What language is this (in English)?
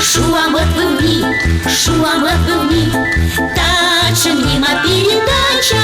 Komi